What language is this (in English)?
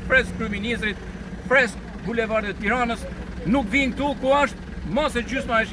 Albanian